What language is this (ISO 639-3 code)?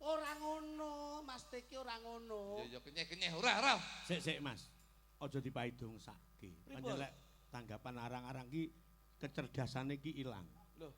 jav